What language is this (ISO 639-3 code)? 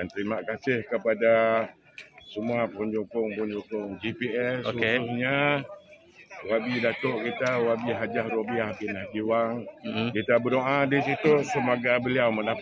msa